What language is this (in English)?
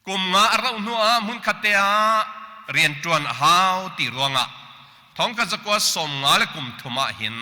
Hakha Chin